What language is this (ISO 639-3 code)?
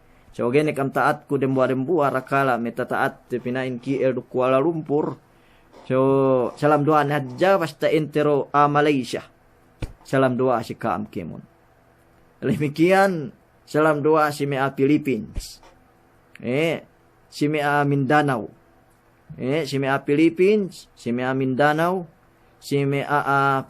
yka